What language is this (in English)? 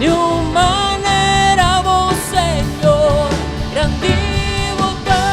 Papiamento